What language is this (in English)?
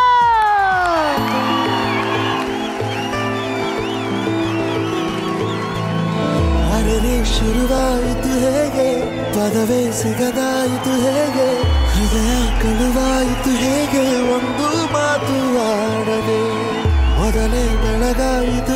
Kannada